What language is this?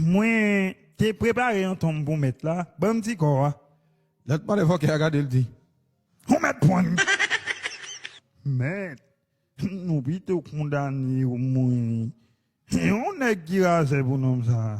Haitian Creole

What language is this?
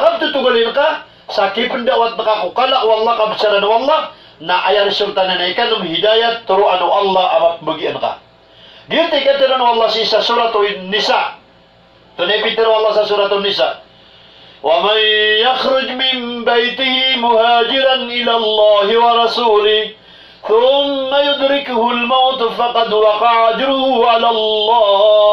Maranao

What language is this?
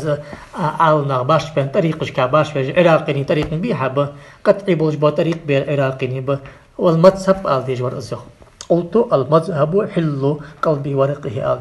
Ingush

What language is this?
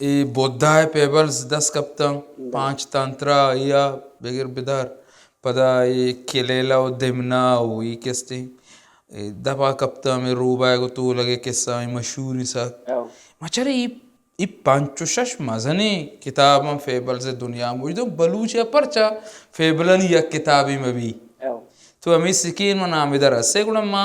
Baluchi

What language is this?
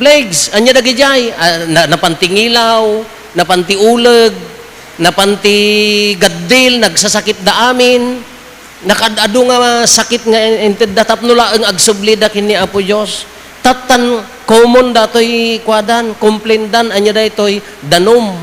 Iloko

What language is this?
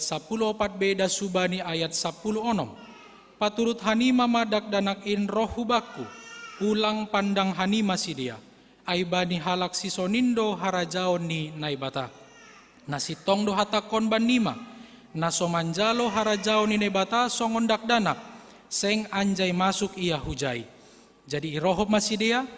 Batak Simalungun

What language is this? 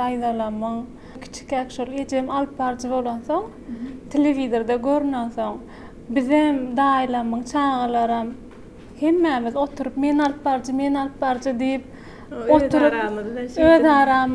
Turkmen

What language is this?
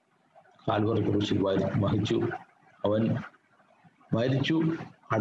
Malayalam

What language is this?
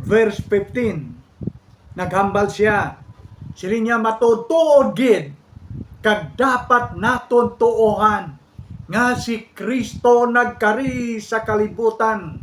Hiligaynon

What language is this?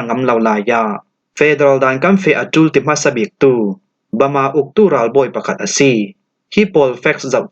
Falam Chin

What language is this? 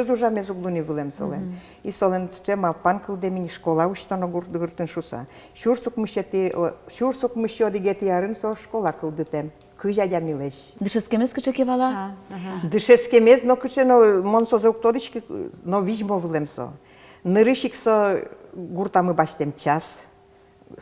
Udmurt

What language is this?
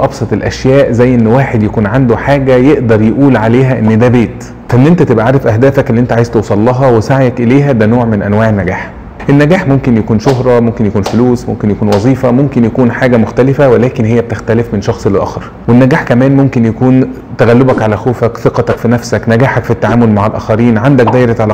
Egyptian Arabic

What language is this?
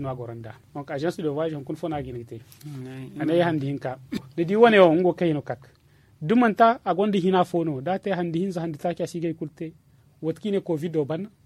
Zarma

